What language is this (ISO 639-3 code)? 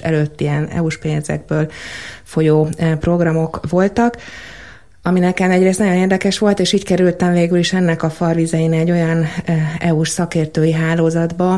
hun